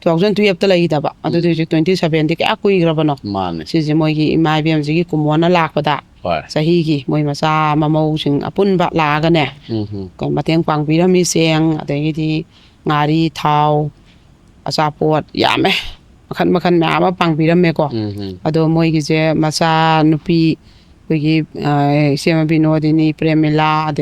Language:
Manipuri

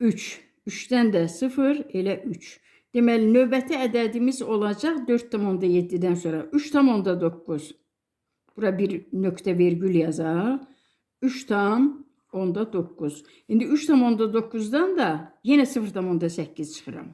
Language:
Azerbaijani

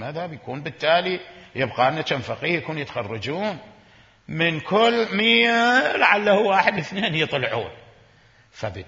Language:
Mesopotamian Arabic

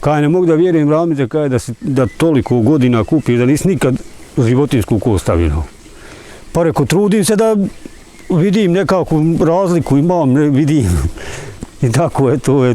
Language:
Bosnian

